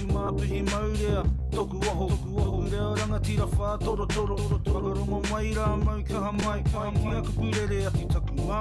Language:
Māori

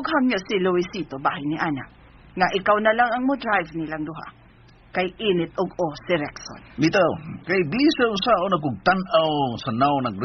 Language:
Cebuano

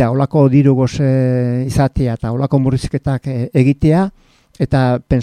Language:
Basque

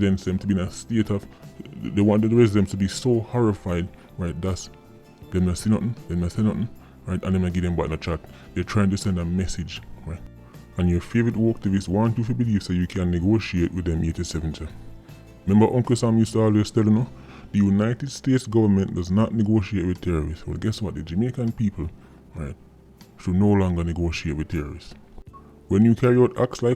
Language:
Jamaican Creole English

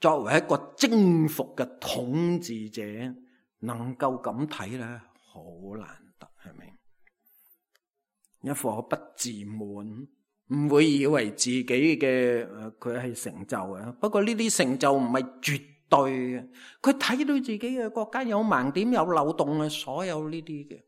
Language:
Cantonese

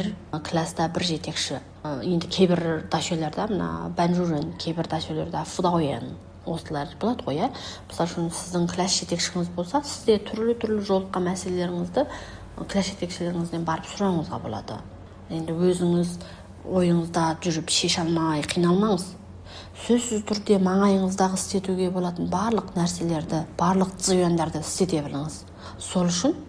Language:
Kazakh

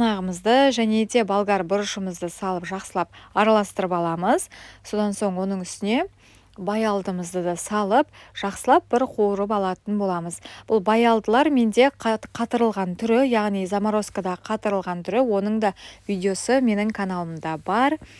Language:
Kazakh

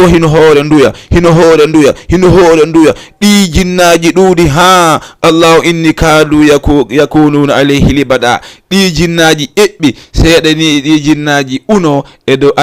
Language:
Fula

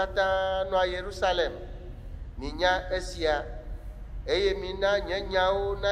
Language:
Ewe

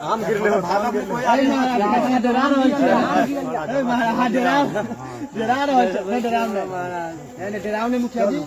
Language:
Maithili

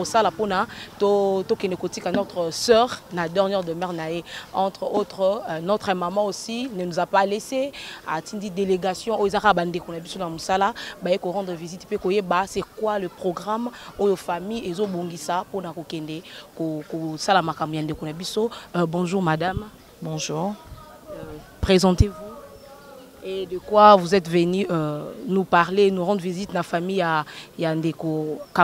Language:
Lingala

